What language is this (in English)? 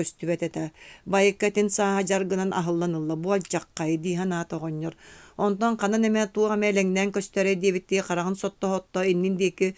Yakut